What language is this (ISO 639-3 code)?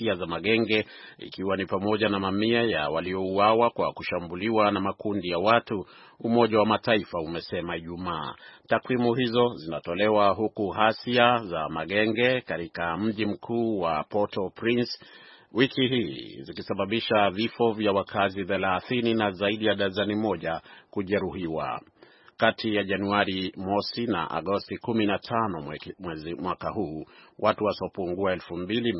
swa